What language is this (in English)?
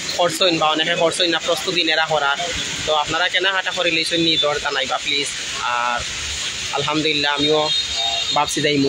Sylheti